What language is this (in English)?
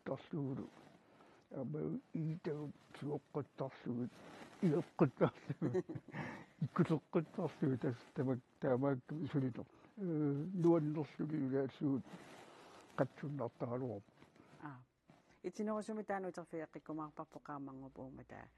Kalaallisut